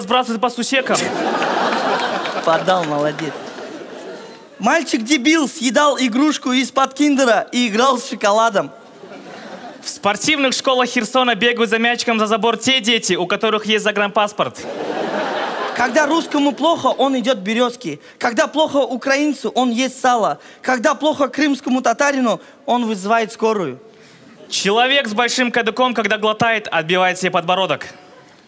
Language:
Russian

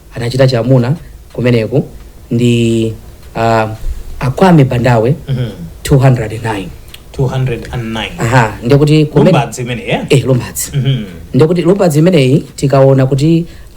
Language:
Nyanja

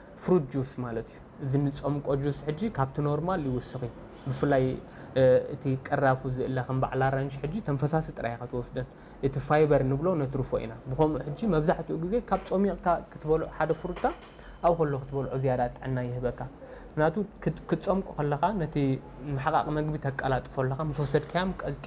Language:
Tigrinya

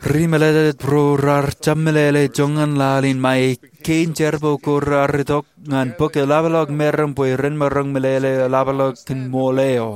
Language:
Marshallese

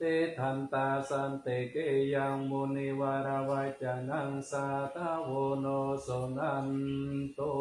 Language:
Pali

